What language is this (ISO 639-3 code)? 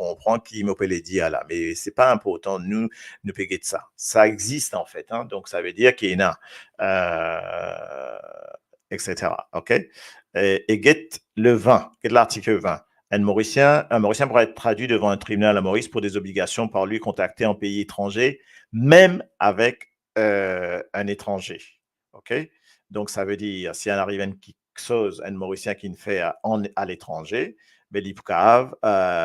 mfe